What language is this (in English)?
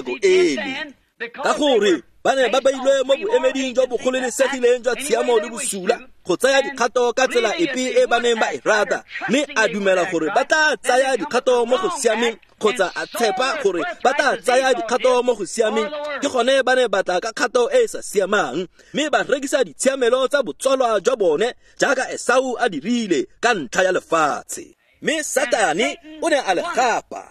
Tswana